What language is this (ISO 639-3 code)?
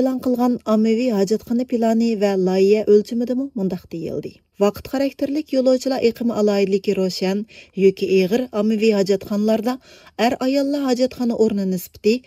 uig